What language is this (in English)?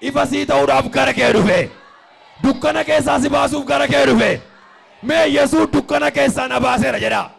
Oromo